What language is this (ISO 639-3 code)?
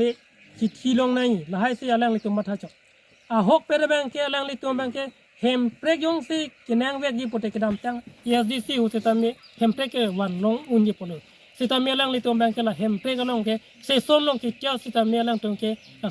mjw